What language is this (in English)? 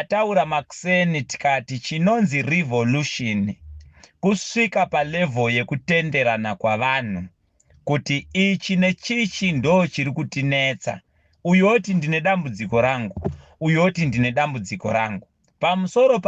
Shona